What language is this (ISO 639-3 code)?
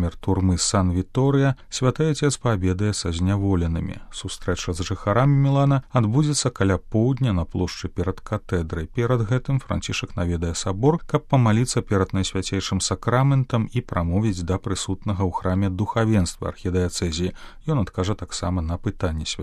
bel